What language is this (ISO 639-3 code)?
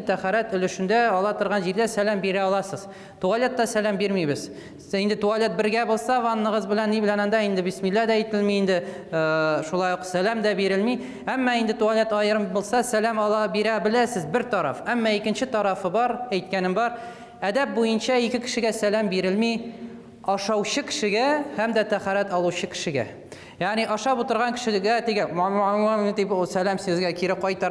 tat